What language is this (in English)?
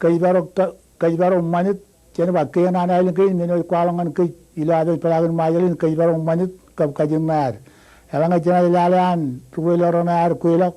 Marshallese